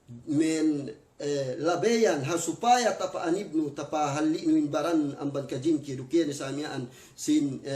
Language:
Yakan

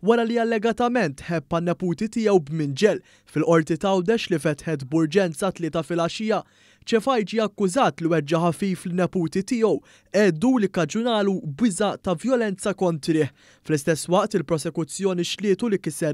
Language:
Maltese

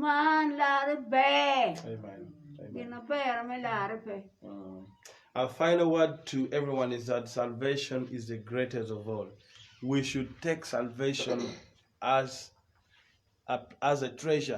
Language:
Acoli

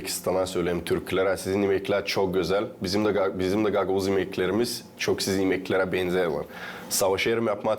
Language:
Gagauz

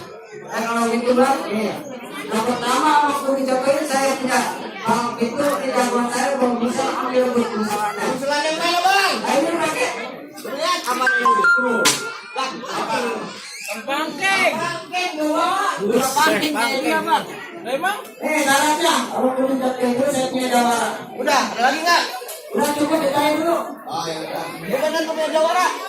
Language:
Betawi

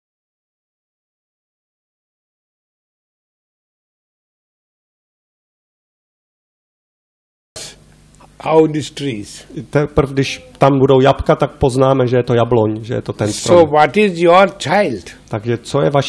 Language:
Czech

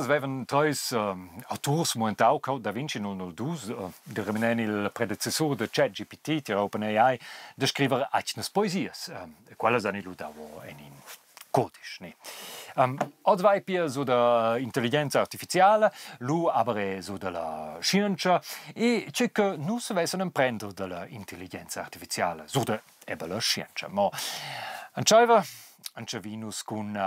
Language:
Romansh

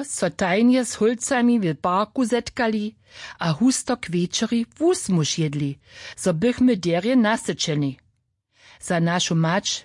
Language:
Upper Sorbian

